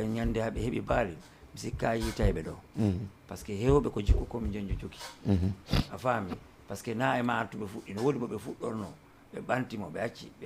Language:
Fula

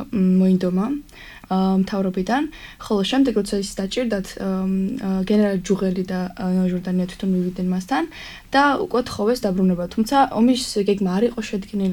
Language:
Georgian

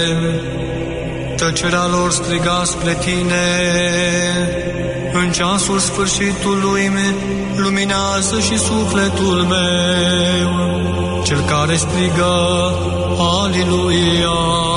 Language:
Romanian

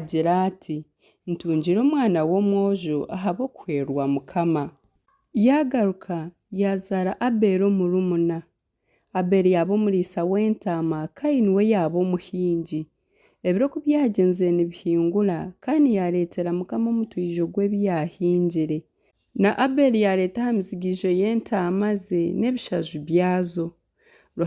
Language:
Nyankole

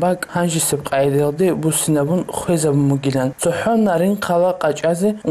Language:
Avaric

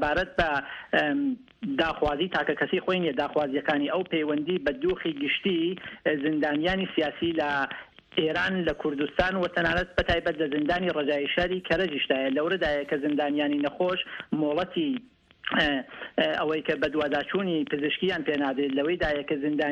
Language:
Central Kurdish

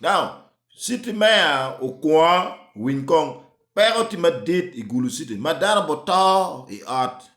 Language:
Acoli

